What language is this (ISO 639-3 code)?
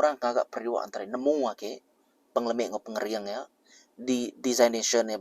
iba